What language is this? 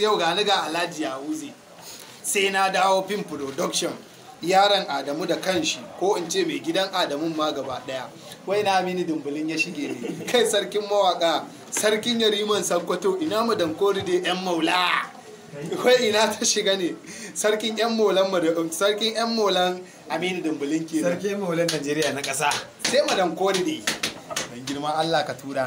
Hausa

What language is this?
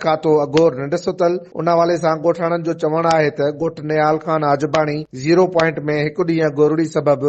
Sindhi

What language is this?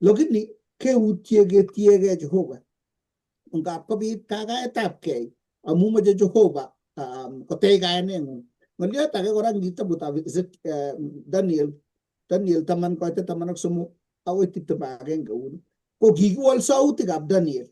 Kalenjin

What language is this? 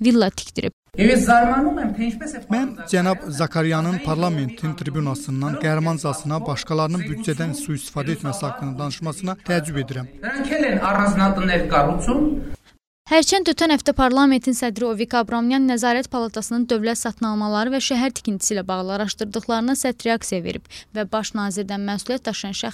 Azerbaijani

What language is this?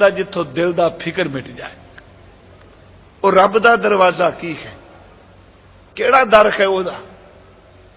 Punjabi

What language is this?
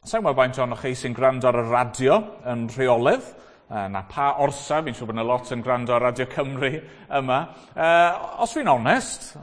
Welsh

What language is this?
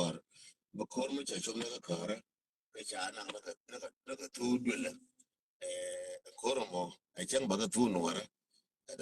Nuer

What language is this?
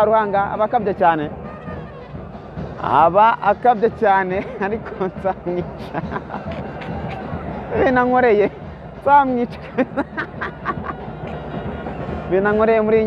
Kinyarwanda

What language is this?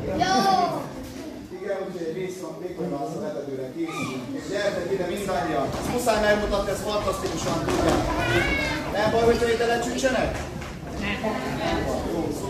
Hungarian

